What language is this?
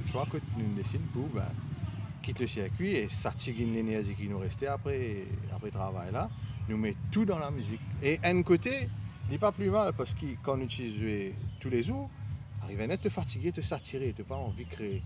Morisyen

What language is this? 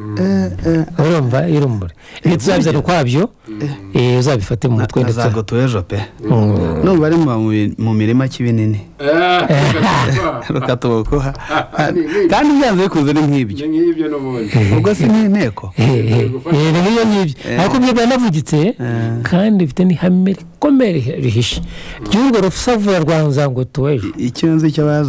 Kinyarwanda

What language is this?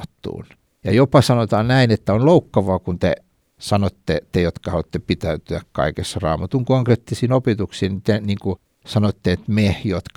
Finnish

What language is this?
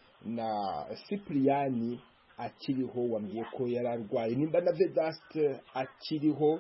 Kinyarwanda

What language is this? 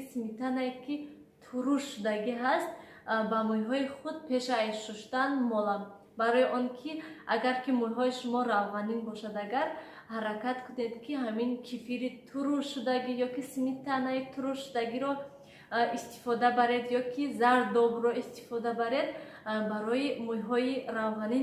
Tajik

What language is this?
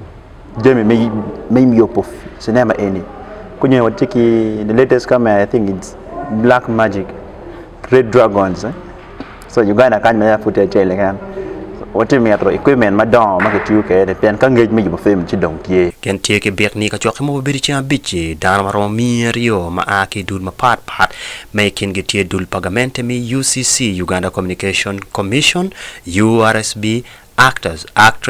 Acoli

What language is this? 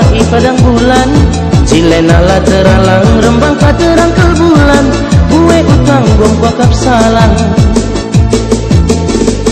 Batak Karo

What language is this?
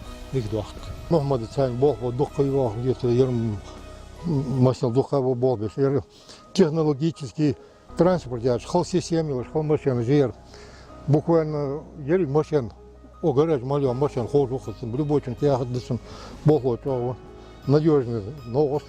Ingush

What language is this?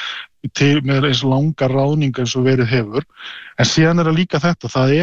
Icelandic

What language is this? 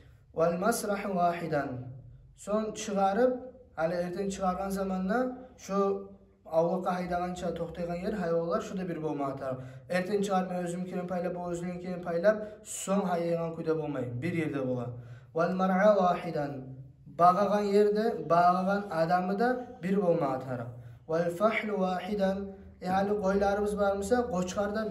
Kumyk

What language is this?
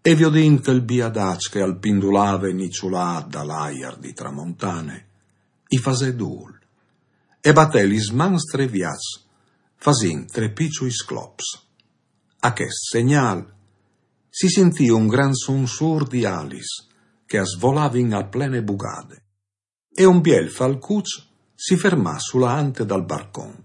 Friulian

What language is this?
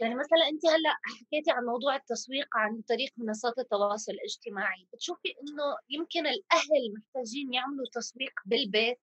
North Levantine Arabic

